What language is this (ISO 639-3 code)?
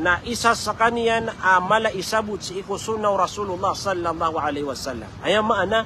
mrw